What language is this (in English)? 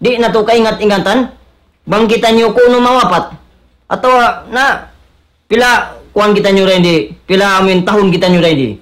Tausug